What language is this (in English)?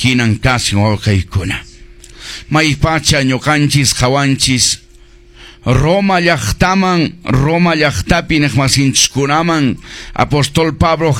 Quechua